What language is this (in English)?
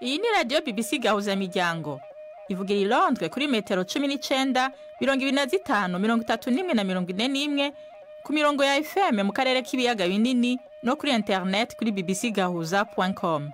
Rundi